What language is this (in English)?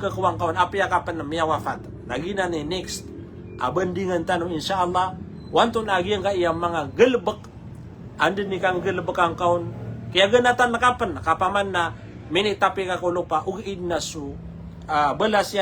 Maranao